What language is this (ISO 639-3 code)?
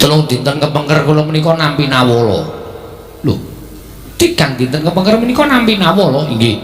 jav